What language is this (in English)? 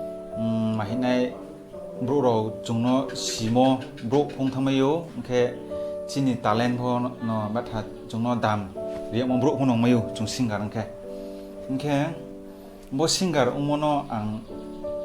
Riang (India)